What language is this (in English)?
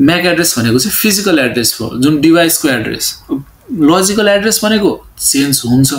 Nepali